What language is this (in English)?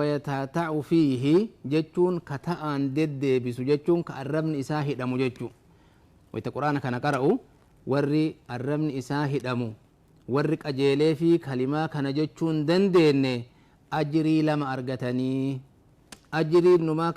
Oromo